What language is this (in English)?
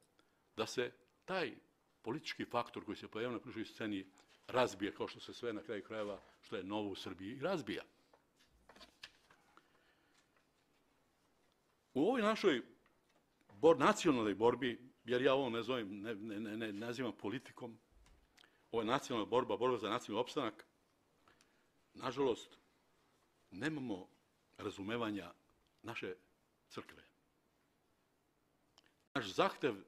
Serbian